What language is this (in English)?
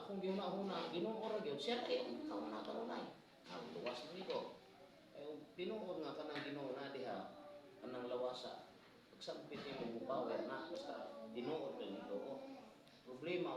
Cebuano